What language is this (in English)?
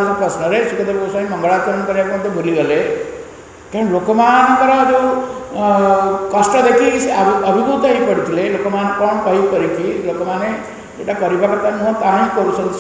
Odia